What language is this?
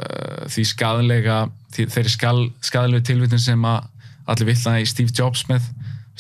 Icelandic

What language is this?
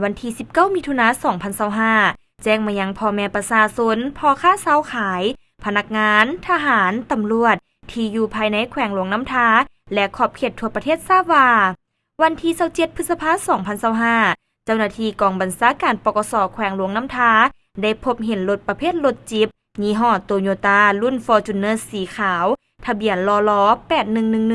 Lao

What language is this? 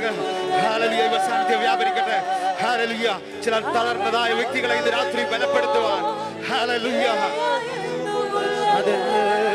Malayalam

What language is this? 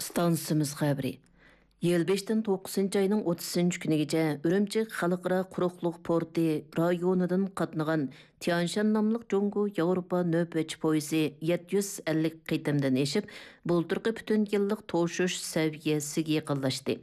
Uyghur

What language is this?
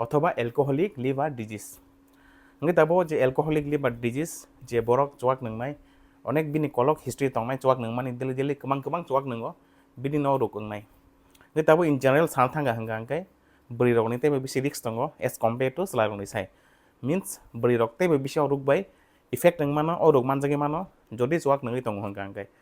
Kok Borok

